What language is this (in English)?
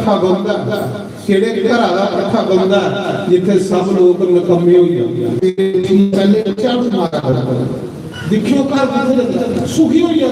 Dogri